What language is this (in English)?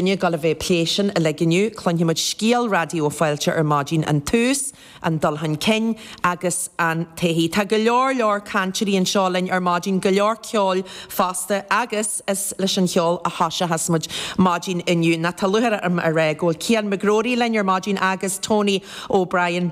Irish